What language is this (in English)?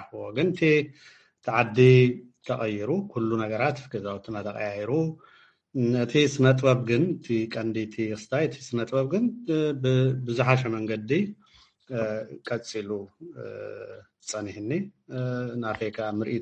Tigrinya